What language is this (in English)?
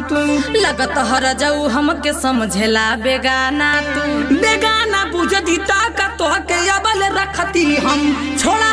Bhojpuri